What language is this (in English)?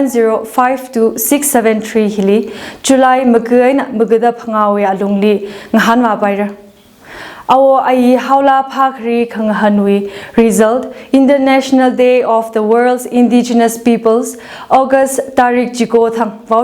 Tangkhul Naga (India)